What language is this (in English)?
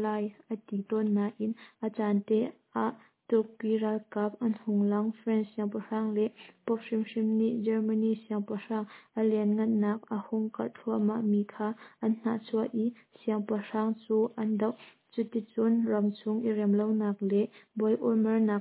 Hakha Chin